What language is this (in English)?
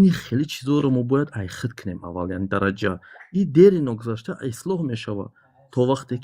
Tajik